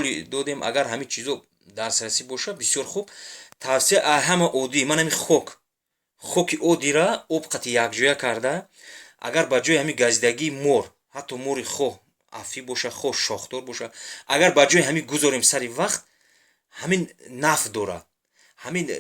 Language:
Tajik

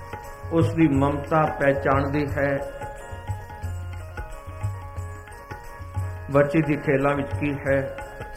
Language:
Punjabi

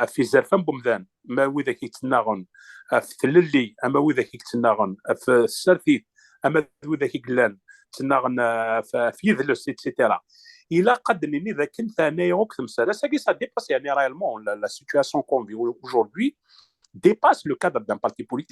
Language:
Kabyle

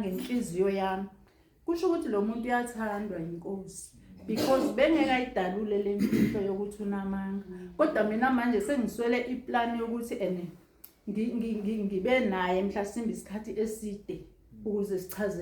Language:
Zulu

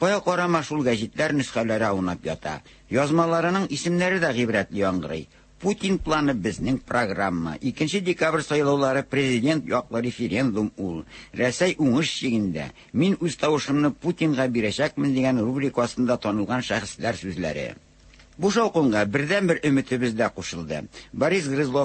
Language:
Tatar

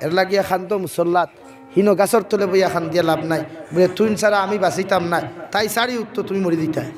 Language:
Sylheti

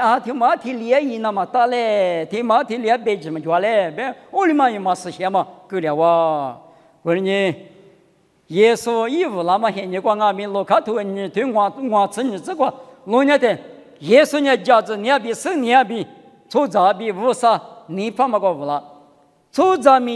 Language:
Lisu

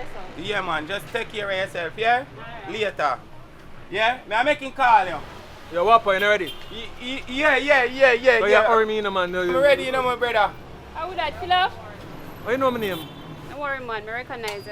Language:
Jamaican Creole English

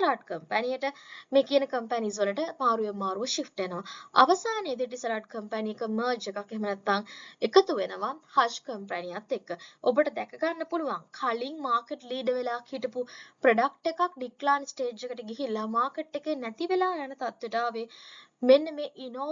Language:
Sinhala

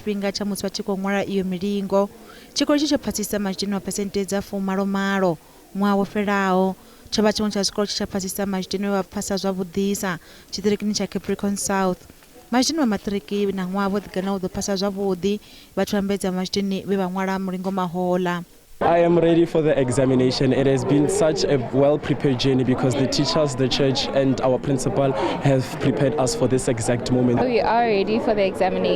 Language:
Venda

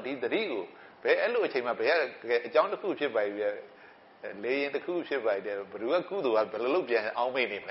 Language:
Burmese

